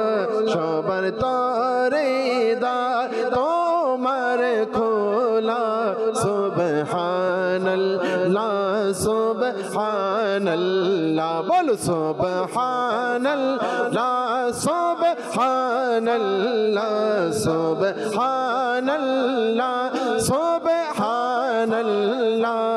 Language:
Bangla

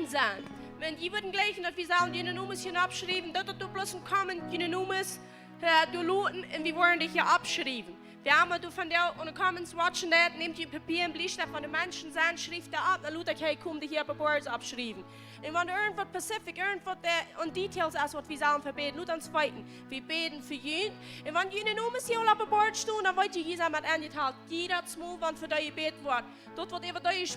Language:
Plautdietsch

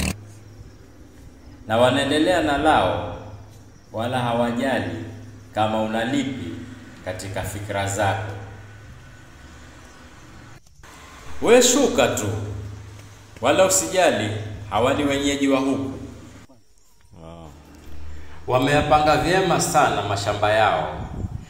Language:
Swahili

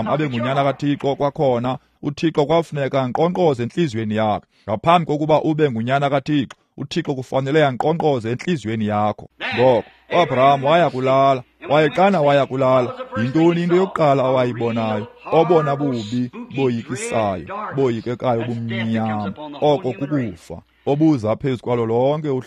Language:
Xhosa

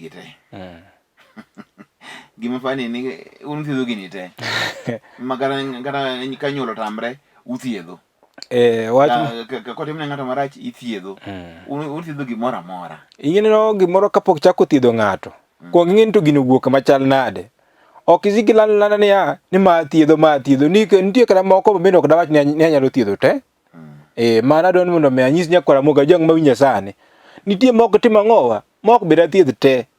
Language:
Luo (Kenya and Tanzania)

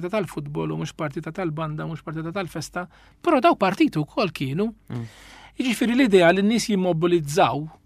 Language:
Maltese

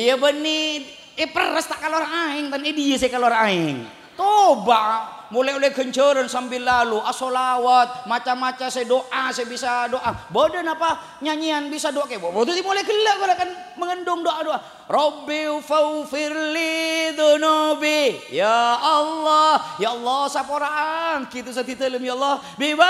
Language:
Madurese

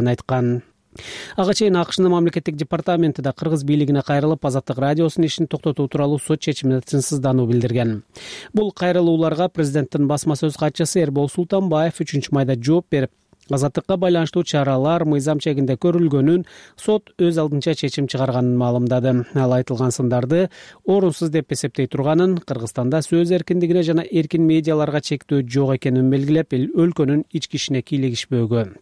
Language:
Kyrgyz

